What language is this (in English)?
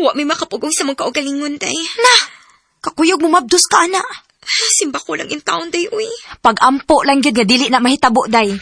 Cebuano